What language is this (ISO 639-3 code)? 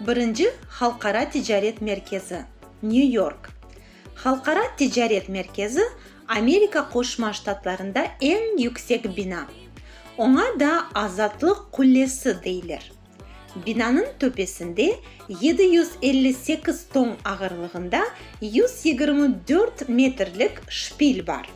crh